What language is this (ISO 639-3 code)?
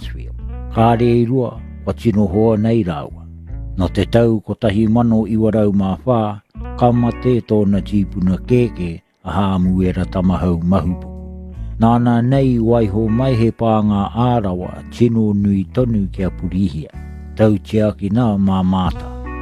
mri